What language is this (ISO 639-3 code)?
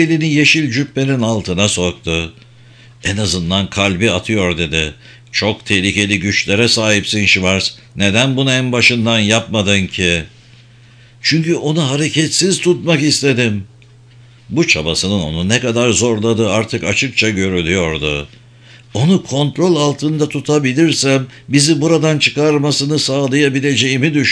tur